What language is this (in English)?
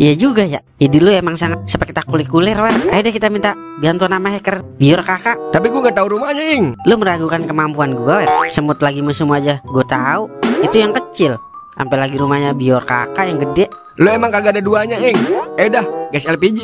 Betawi